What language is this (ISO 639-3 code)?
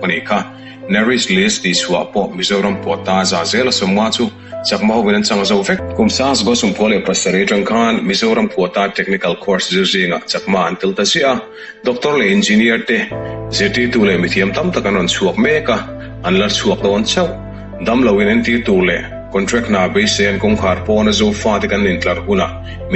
lus